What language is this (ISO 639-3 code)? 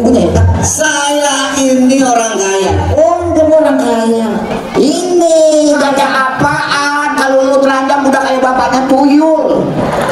bew